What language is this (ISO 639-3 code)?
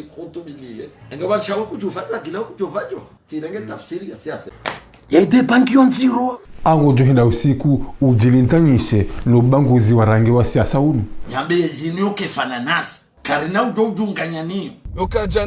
zdj